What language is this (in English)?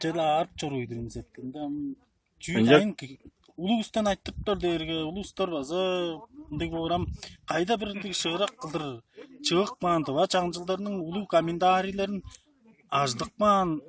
Tuvinian